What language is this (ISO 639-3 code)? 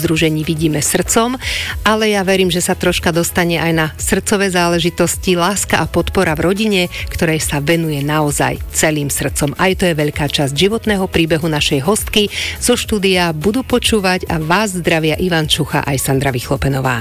slk